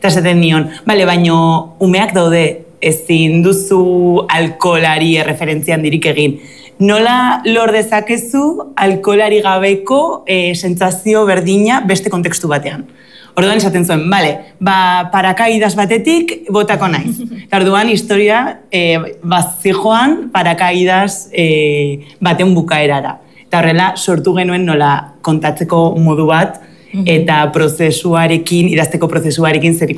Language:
Basque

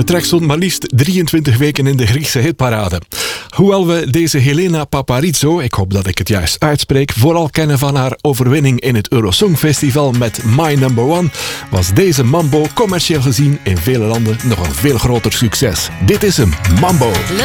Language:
Dutch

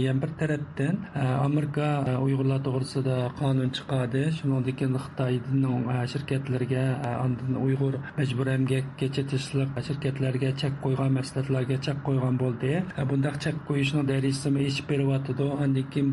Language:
Uyghur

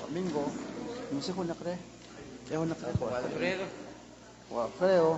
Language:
Kekchí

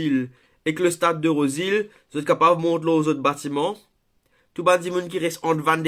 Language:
Morisyen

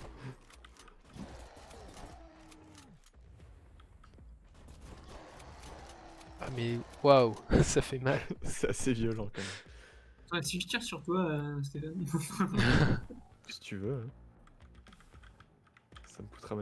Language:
French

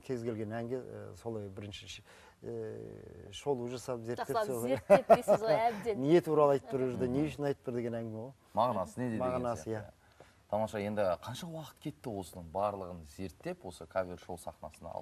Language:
Kazakh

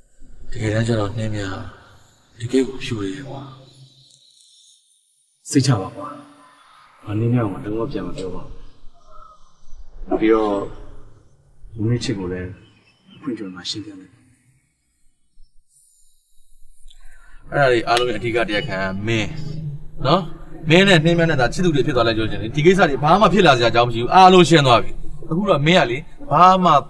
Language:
Burmese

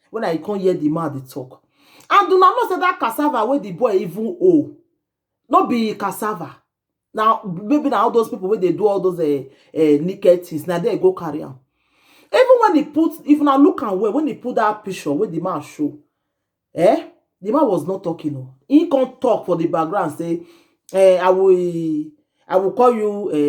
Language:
Nigerian Pidgin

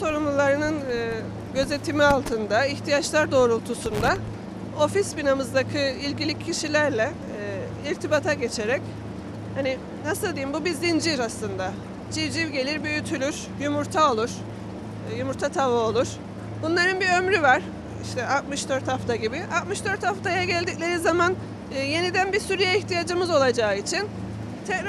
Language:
Turkish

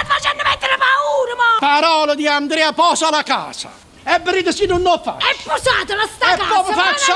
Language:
Neapolitan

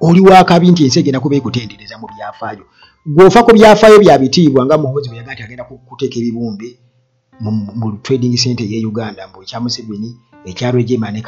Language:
Ganda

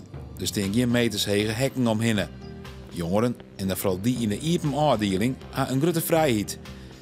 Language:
Western Frisian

